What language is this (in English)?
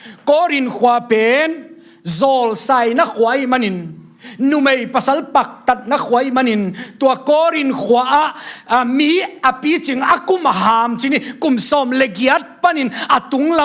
Tedim Chin